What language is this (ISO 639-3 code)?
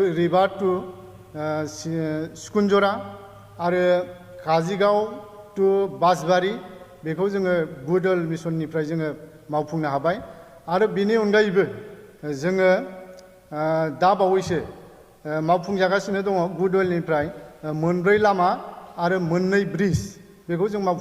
brx